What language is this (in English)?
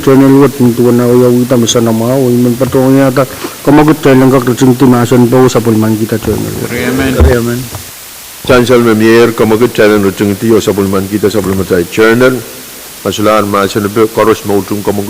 Pohnpeian